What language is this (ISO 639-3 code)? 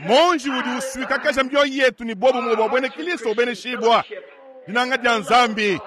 lua